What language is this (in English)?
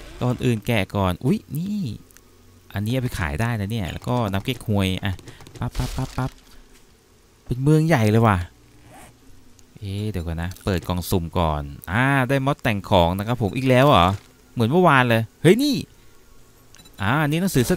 Thai